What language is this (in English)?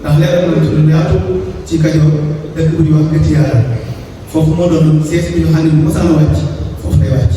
Wolof